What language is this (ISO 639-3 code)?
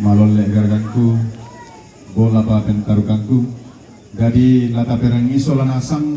sda